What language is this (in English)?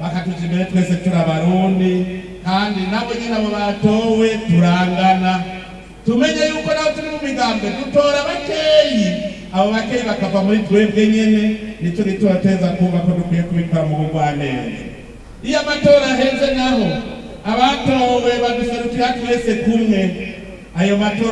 Rundi